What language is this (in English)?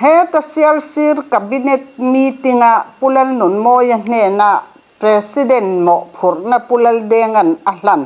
Mizo